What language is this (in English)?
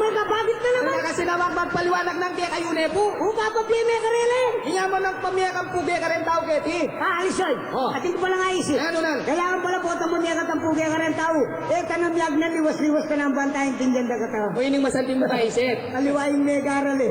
Pampanga